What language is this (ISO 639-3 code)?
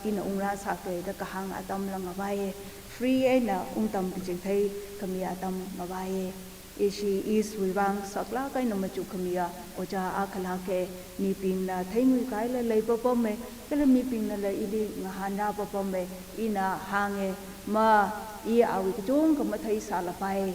nmf